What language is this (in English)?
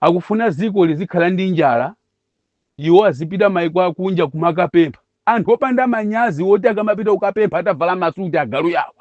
Nyanja